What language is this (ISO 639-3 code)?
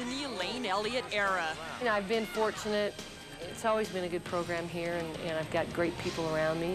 eng